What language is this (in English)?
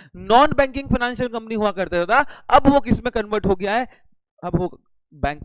Hindi